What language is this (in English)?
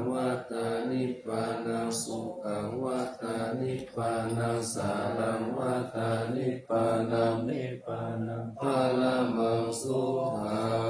Pali